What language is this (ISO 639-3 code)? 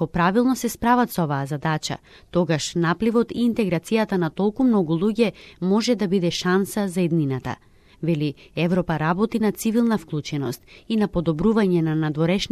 mkd